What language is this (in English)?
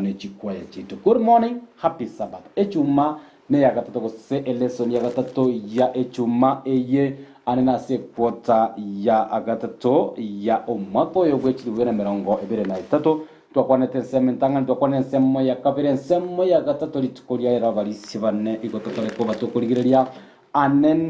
Gusii